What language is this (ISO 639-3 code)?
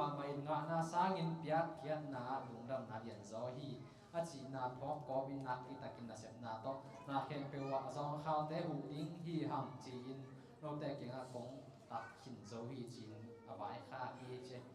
ctd